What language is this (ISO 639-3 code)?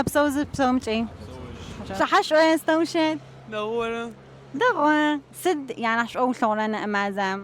ady